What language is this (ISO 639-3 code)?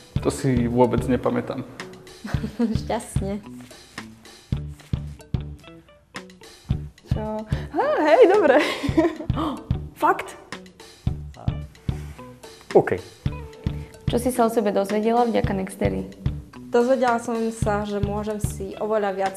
slk